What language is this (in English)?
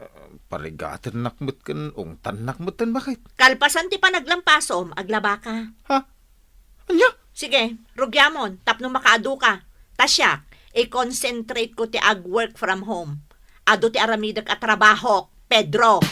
Iloko